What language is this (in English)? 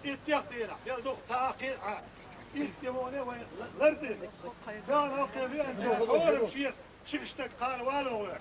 Chechen